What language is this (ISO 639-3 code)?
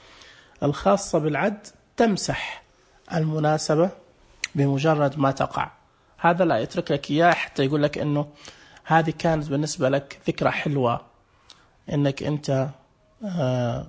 ars